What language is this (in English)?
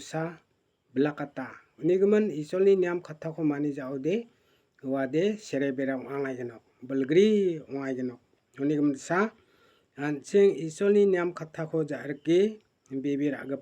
Garo